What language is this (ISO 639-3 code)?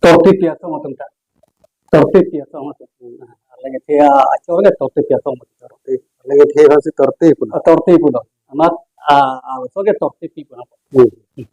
mjw